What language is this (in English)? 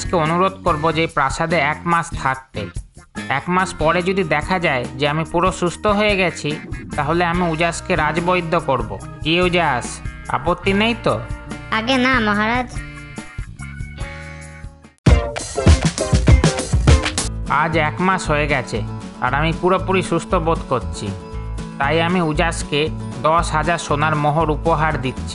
Bangla